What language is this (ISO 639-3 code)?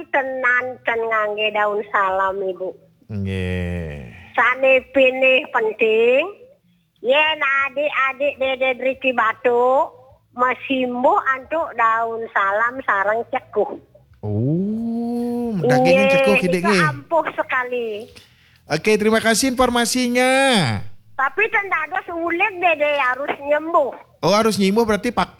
ban